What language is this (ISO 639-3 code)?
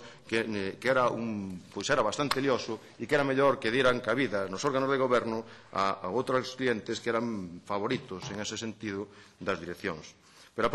glg